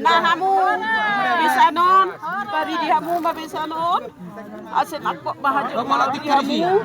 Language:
Batak Toba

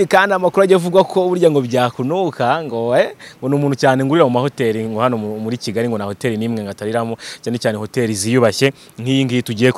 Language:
Kinyarwanda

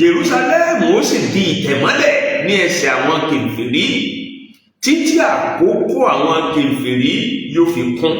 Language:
Yoruba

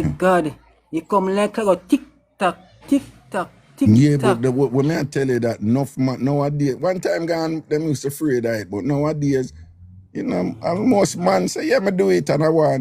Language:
Jamaican Creole English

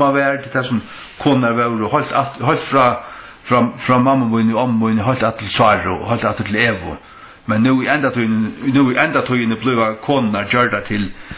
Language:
Faroese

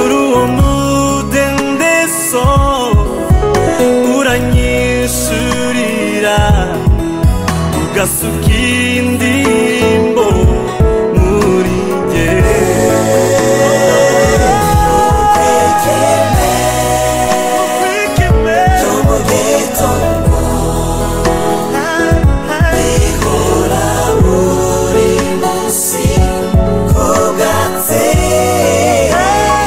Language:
Kinyarwanda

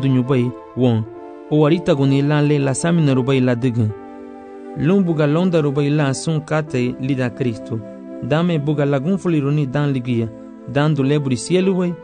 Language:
Garifuna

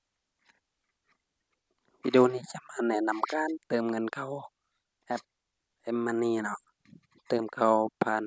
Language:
Lao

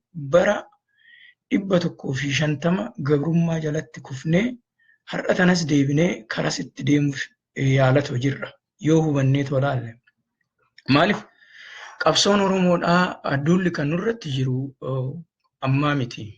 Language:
Oromo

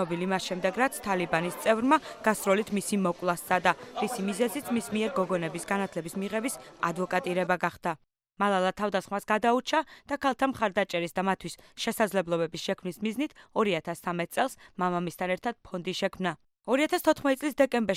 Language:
Georgian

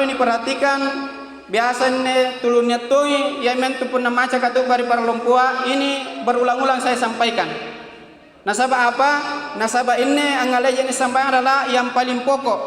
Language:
Makasar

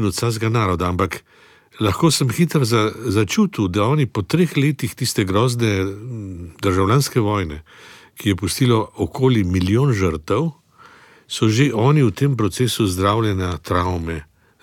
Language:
Slovenian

